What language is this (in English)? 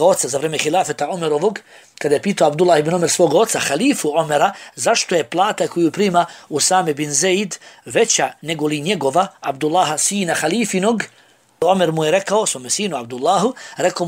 Bosnian